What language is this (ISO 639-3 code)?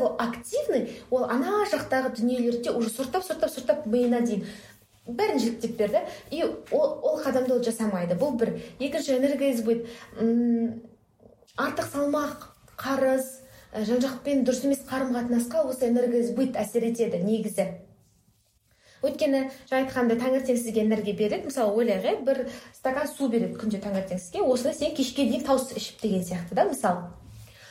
kaz